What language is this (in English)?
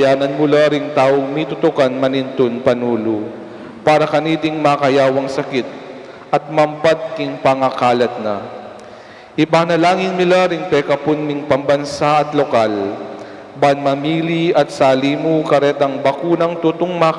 Pampanga